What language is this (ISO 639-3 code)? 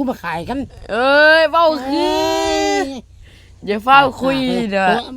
lao